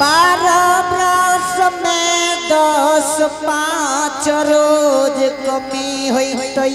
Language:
Angika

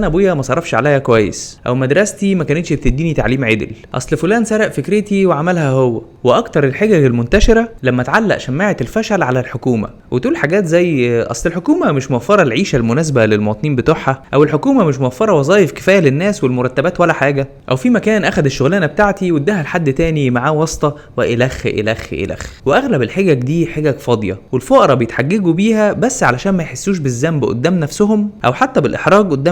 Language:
Egyptian Arabic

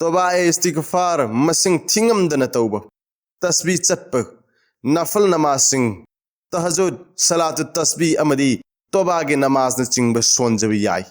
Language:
Manipuri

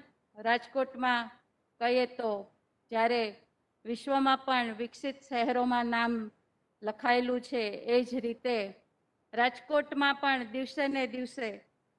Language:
Gujarati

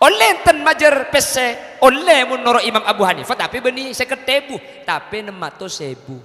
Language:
Madurese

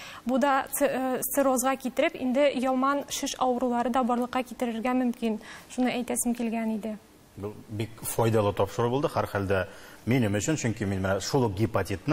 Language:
Tatar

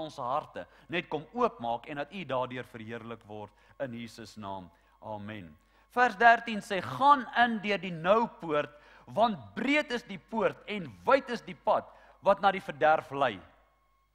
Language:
Afrikaans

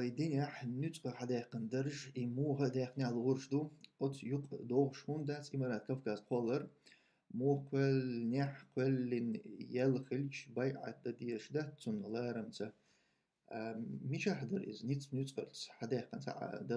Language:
Chechen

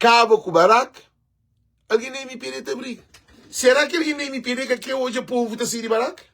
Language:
Kabuverdianu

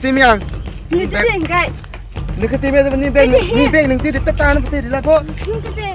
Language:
Kok Borok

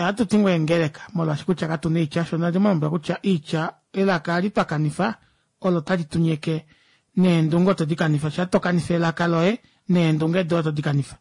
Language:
Kuanyama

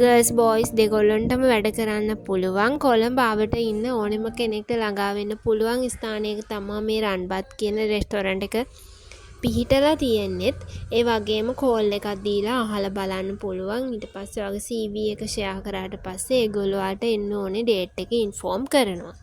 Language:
Sinhala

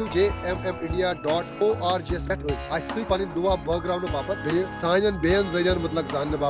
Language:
Kashmiri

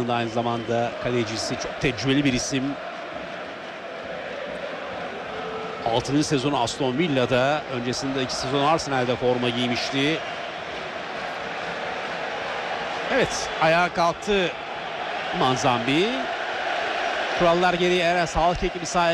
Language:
Turkish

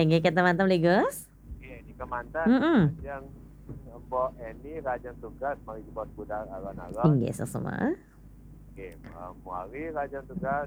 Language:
Balinese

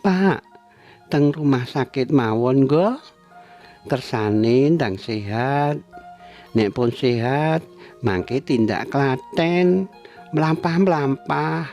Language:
Javanese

